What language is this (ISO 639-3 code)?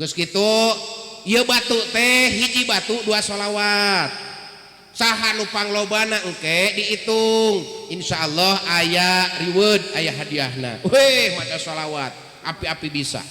sun